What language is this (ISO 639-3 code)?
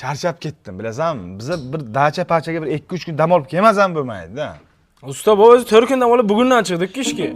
uzb